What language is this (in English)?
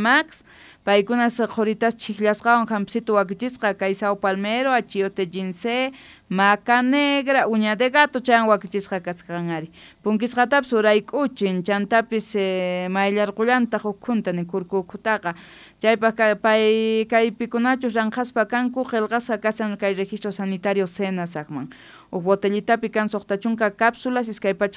South Bolivian Quechua